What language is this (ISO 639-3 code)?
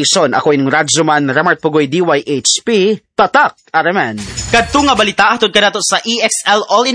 ceb